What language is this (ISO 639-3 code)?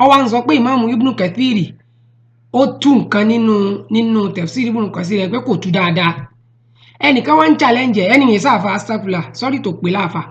yor